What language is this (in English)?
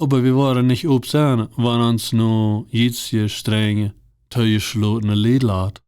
Plautdietsch